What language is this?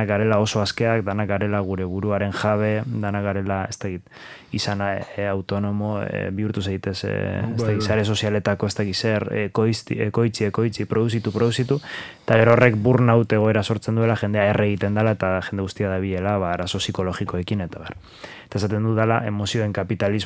Basque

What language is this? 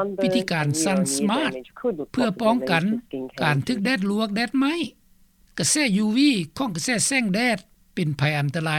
Lao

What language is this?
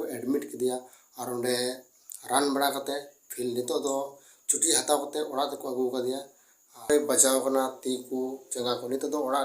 Santali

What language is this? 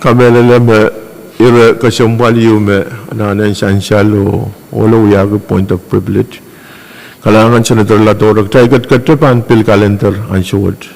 Pohnpeian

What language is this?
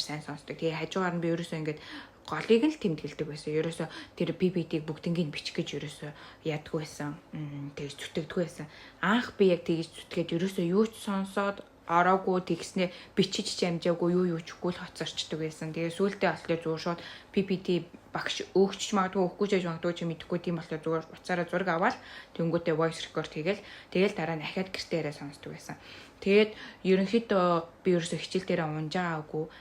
Mongolian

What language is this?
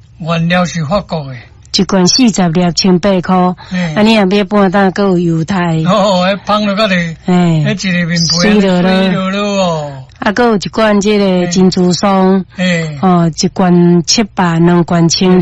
Min Nan Chinese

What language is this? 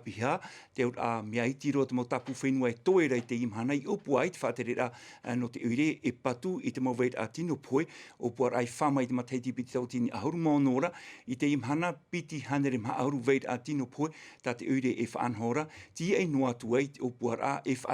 Tahitian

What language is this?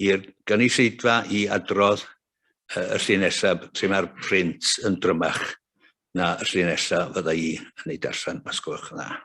Welsh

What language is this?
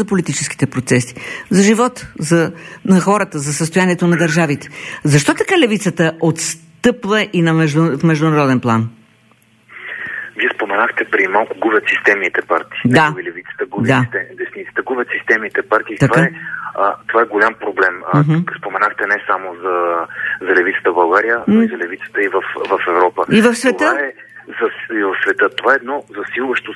Bulgarian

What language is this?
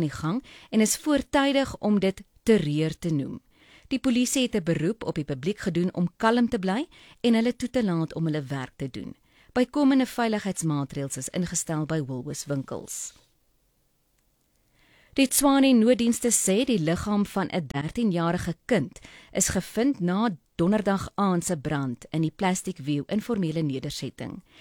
Afrikaans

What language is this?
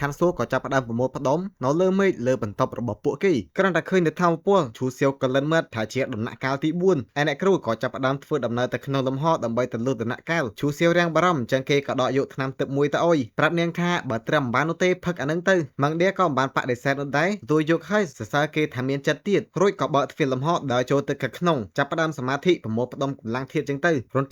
Khmer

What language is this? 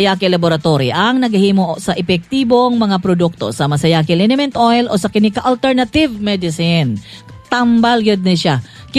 Cebuano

